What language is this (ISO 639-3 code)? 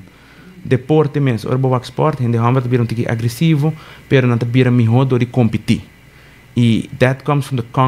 pap